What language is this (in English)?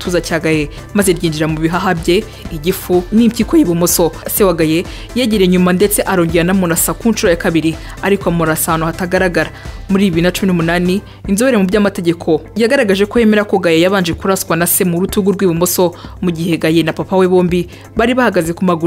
Kinyarwanda